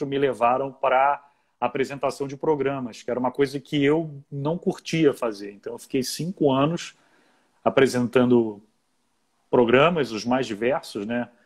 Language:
Portuguese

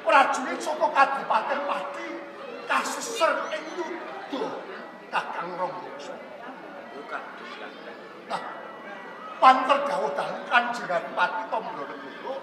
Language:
Javanese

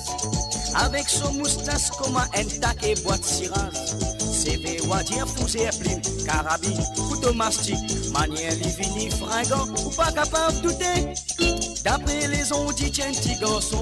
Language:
Morisyen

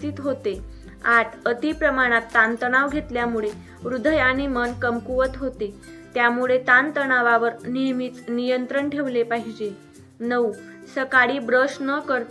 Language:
Marathi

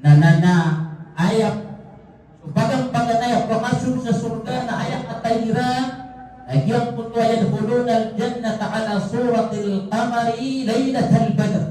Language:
Maranao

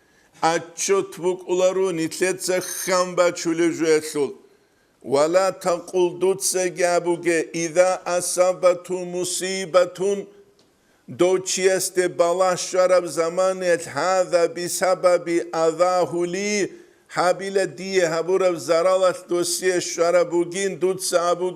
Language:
Avaric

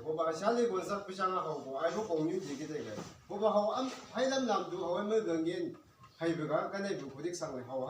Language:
Chang Naga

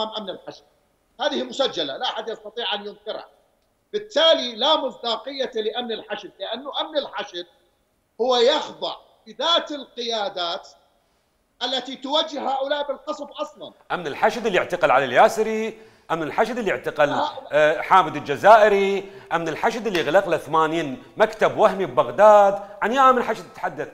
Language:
Mesopotamian Arabic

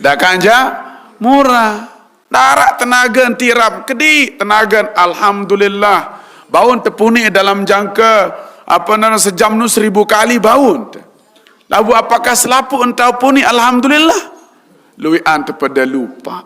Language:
Sasak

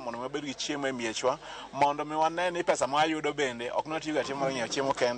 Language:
Luo (Kenya and Tanzania)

